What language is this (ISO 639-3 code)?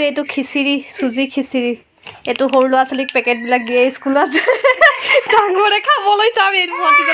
asm